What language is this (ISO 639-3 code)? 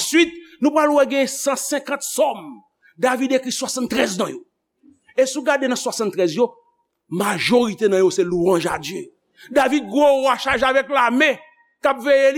hat